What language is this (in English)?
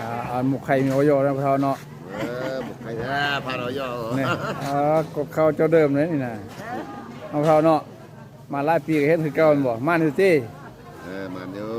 Lao